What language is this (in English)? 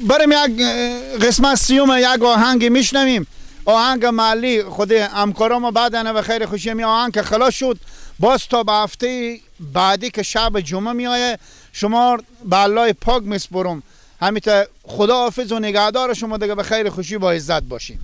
Persian